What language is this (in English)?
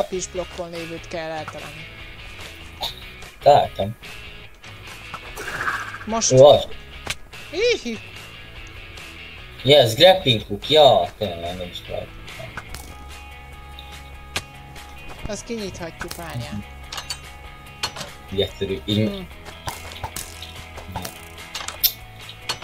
Hungarian